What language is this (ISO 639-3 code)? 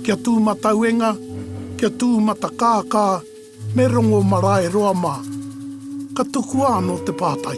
mri